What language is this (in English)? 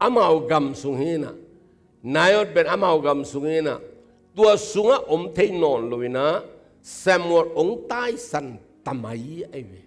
Tedim Chin